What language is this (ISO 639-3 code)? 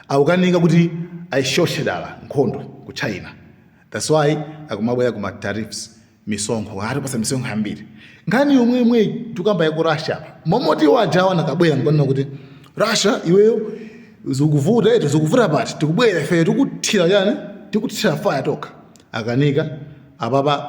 nya